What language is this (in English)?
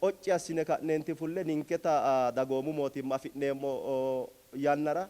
Sidamo